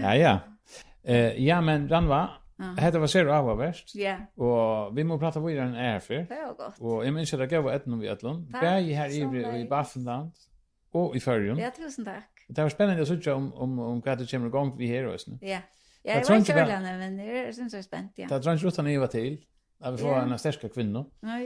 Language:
Faroese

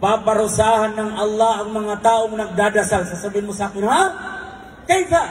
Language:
Maranao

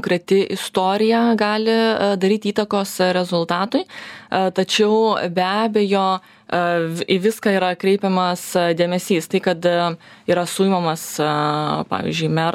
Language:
Lithuanian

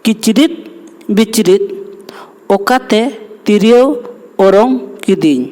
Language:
Santali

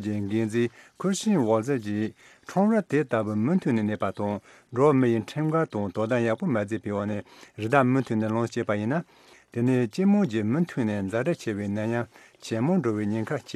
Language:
Tibetan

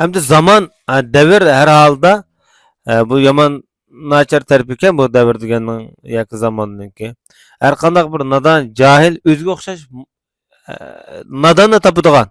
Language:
Uyghur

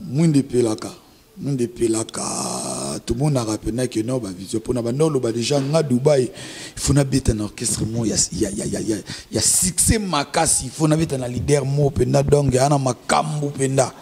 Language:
Lingala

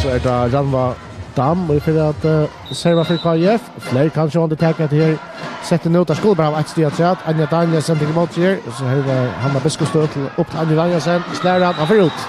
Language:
Faroese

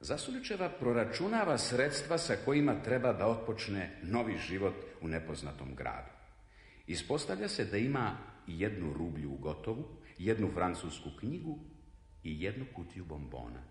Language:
Serbian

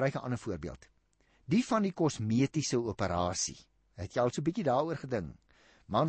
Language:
Afrikaans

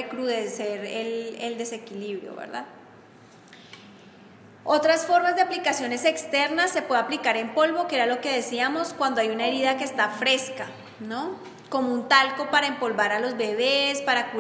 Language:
Spanish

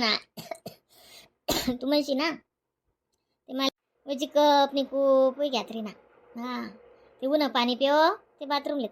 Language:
Khandesi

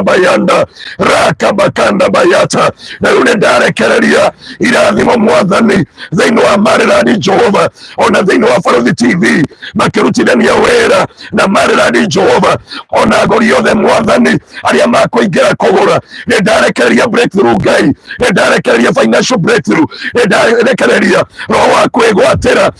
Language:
Kikuyu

